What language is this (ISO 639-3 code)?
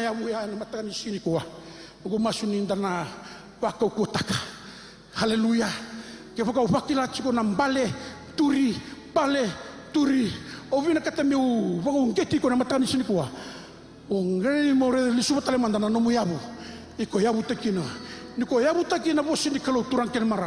fij